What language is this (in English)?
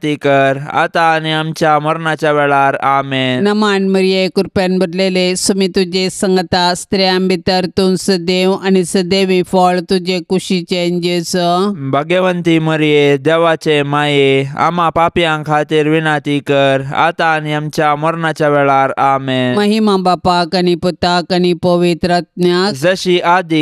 Konkani